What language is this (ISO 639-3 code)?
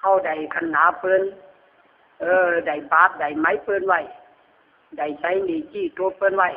khb